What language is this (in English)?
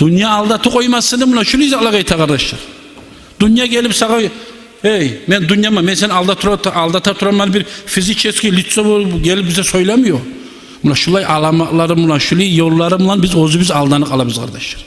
Kumyk